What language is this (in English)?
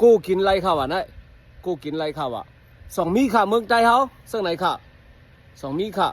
Shan